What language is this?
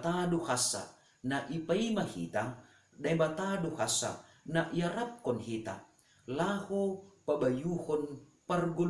Batak Simalungun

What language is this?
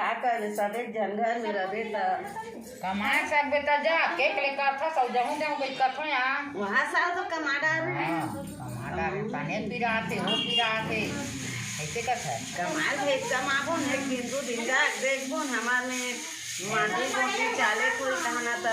Chhattisgarhi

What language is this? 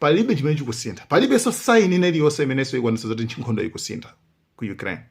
Nyanja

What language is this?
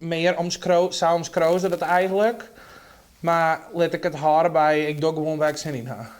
Western Frisian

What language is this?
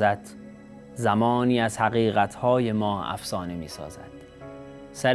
Persian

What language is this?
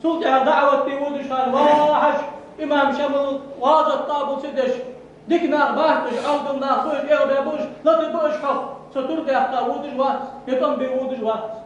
Ingush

